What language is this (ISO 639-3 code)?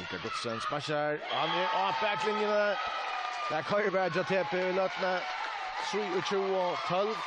fao